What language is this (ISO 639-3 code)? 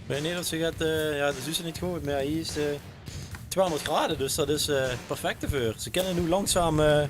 lim